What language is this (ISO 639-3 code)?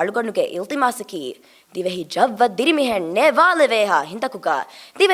div